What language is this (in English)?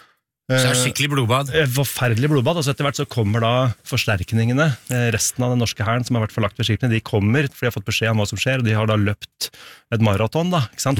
Norwegian